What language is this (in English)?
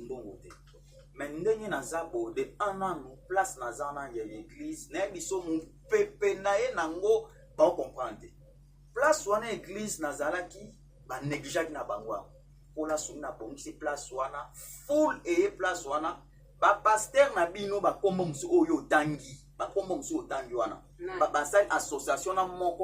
Lingala